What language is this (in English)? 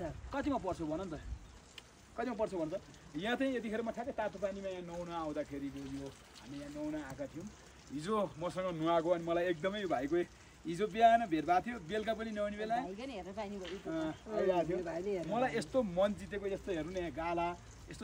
Nepali